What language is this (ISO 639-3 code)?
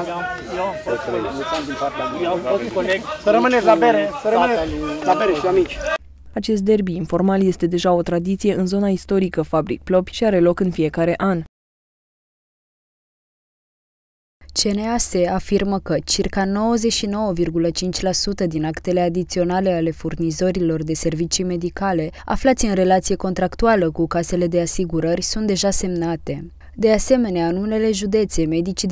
ron